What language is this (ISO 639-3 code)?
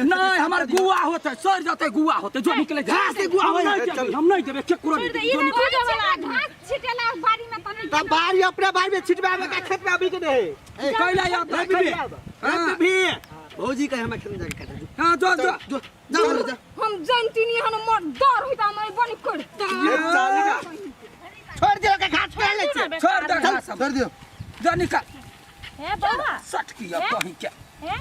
mai